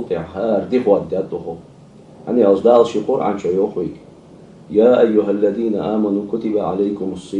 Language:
Ingush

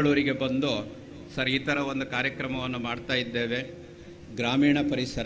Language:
Kannada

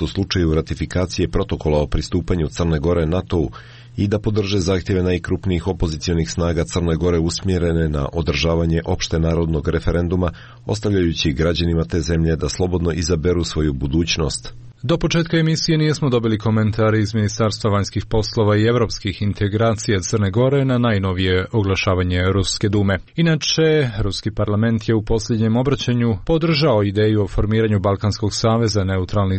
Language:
Croatian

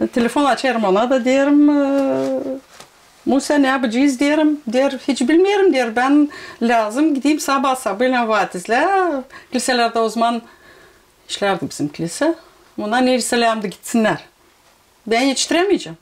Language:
Gagauz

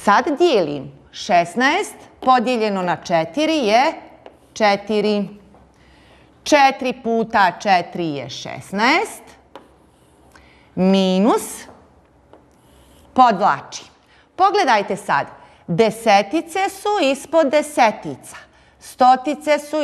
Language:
Bosnian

